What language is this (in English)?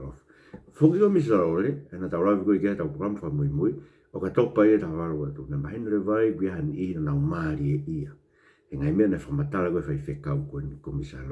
Tongan